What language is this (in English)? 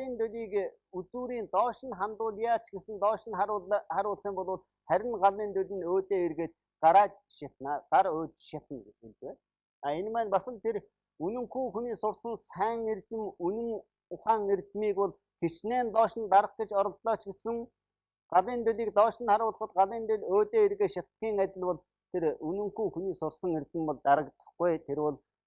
Mongolian